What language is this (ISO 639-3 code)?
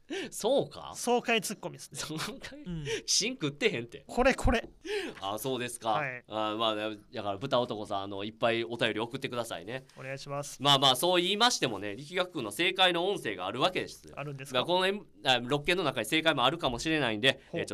jpn